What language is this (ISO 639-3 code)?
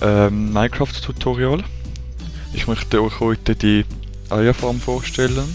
gsw